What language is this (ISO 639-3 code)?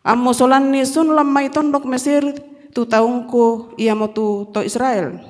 sda